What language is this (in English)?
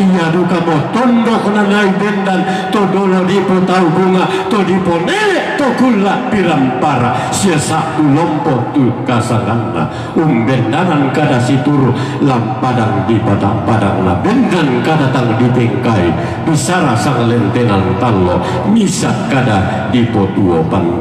Toraja-Sa'dan